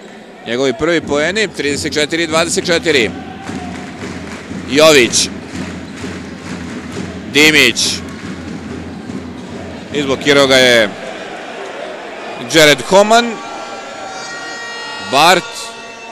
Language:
Serbian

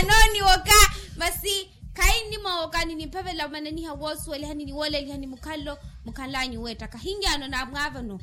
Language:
Makhuwa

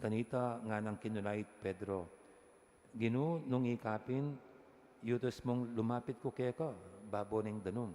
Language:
Pampanga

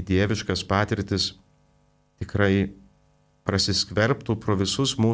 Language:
Lithuanian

